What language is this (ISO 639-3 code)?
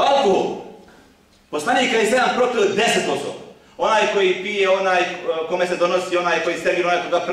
bos